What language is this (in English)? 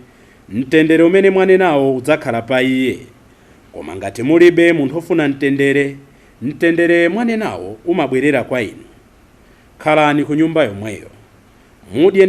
Nyanja